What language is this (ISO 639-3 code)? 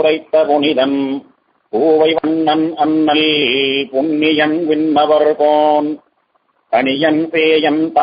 tam